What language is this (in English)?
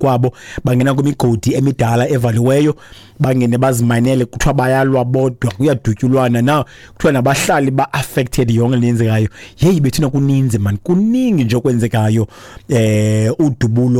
Xhosa